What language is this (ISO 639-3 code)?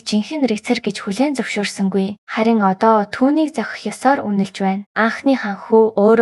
mon